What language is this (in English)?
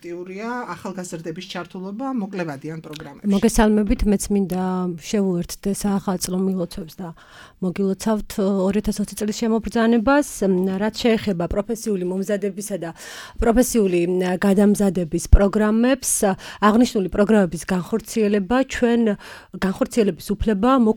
Georgian